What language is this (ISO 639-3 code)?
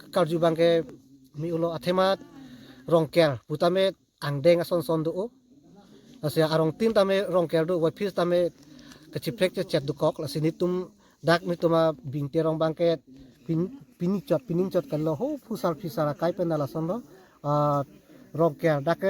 mjw